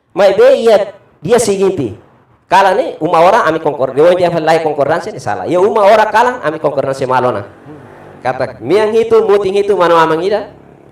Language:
Tetum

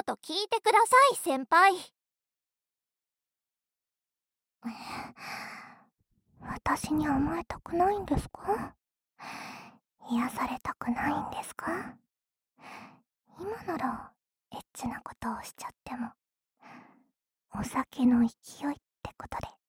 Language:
Japanese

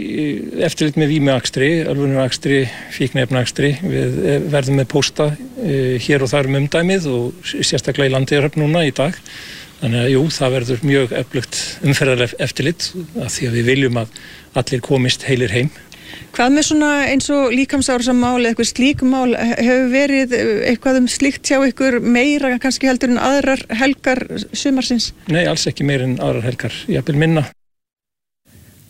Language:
Icelandic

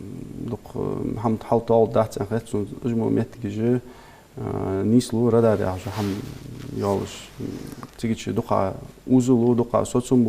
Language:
Ingush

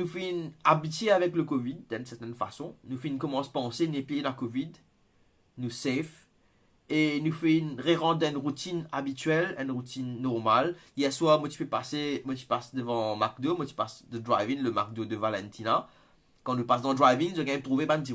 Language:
Morisyen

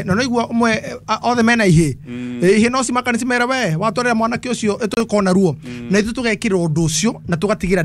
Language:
Kikuyu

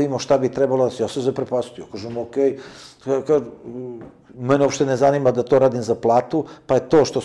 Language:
Serbian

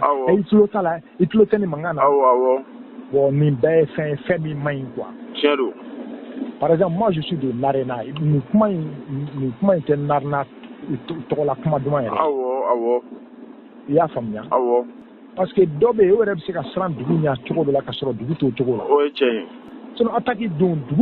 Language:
Bambara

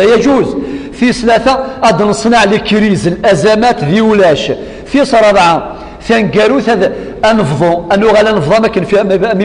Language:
Kabyle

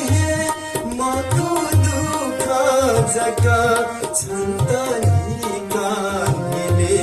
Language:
Newari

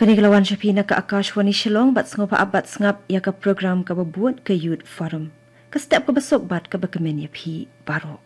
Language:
Khasi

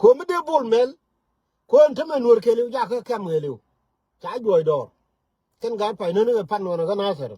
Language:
Nuer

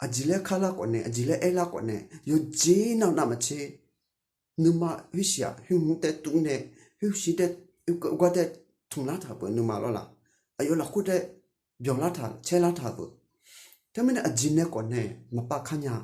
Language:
Akha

